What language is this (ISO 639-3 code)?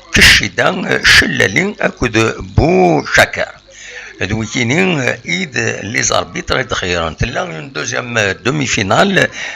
kab